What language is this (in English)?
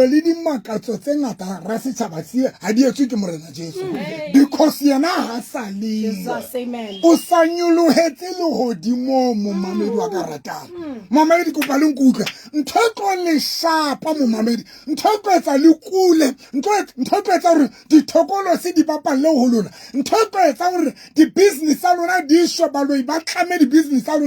Southern Sotho